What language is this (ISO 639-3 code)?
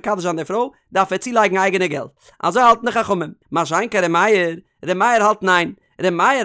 yid